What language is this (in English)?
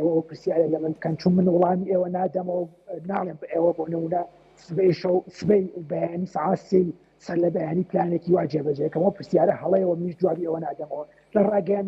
Central Kurdish